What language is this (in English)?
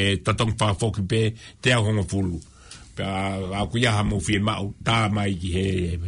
Tongan